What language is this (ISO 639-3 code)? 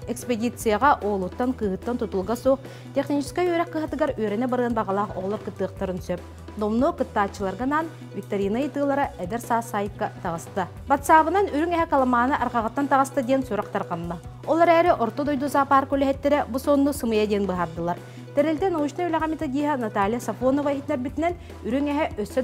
sah